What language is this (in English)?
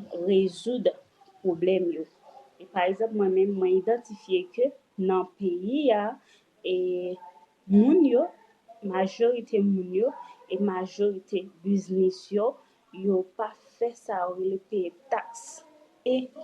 Haitian Creole